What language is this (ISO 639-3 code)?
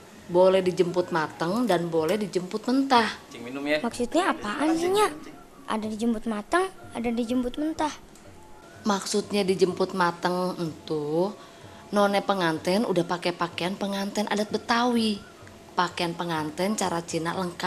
bew